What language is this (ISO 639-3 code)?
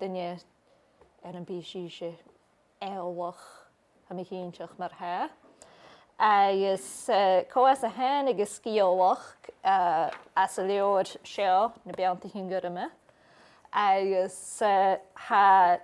gla